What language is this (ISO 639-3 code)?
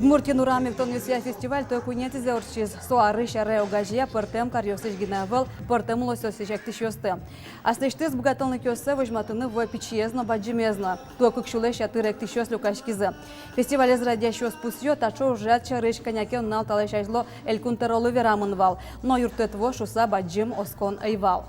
udm